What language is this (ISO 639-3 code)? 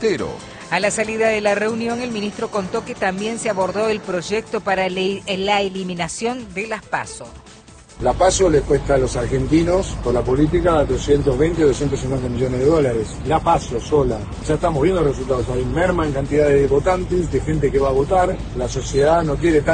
spa